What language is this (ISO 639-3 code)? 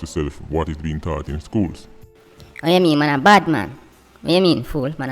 jam